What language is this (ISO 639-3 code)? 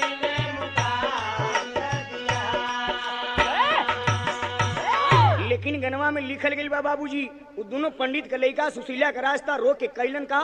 bho